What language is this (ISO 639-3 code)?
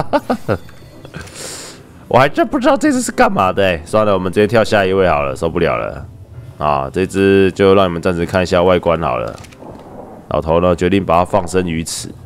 zho